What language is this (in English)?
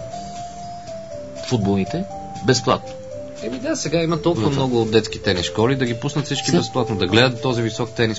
Bulgarian